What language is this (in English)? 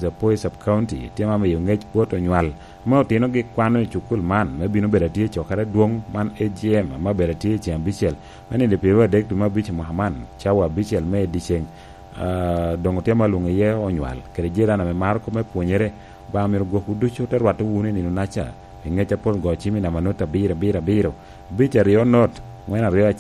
Lango (Uganda)